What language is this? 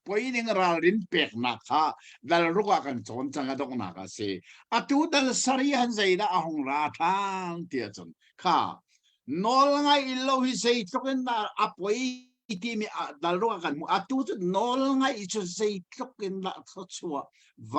Hakha Chin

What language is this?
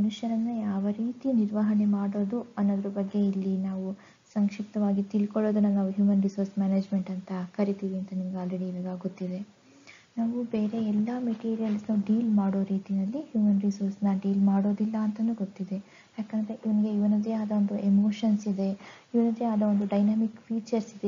Kannada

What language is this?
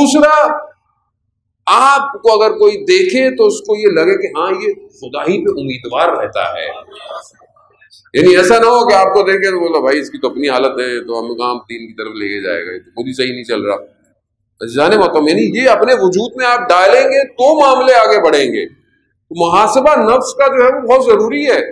Urdu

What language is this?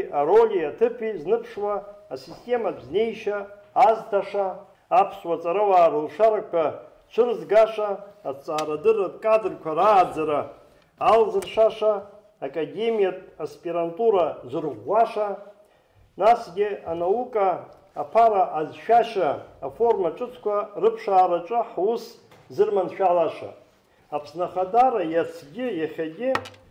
Abkhazian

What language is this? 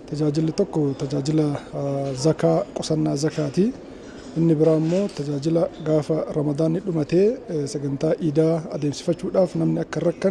Oromo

